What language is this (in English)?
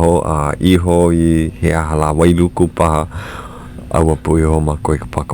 Hawaiian